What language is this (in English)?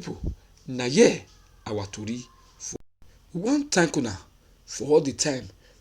Nigerian Pidgin